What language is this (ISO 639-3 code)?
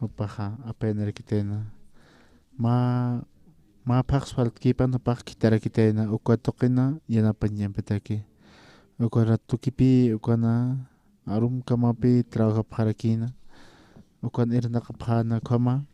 aym